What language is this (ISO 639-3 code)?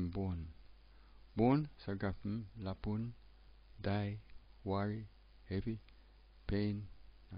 tpi